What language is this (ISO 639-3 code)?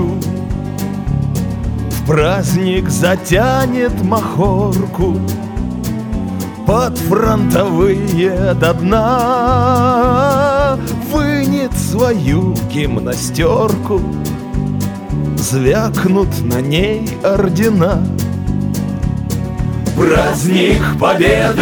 rus